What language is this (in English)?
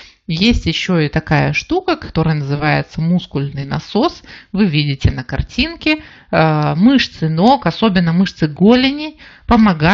Russian